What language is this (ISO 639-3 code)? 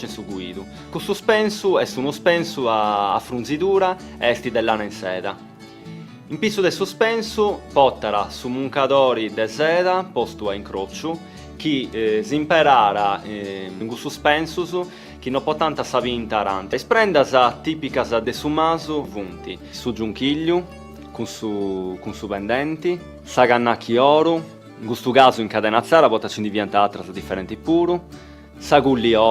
srd